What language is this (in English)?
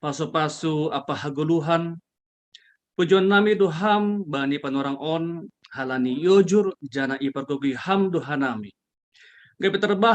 Batak Simalungun